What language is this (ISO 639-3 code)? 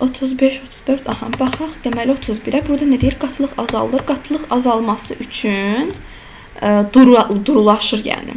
aze